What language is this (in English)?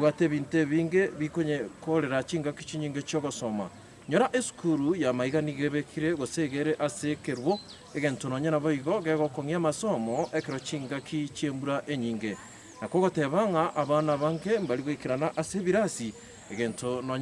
Gusii